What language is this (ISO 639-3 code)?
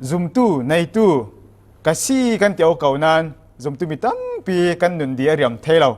cfm